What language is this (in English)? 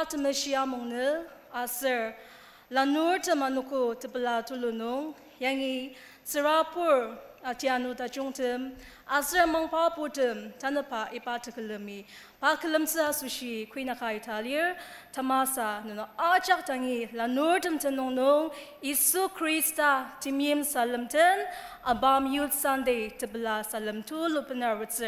Ao Naga